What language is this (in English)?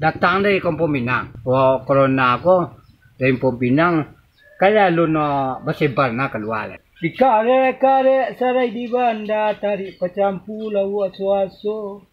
Minangkabau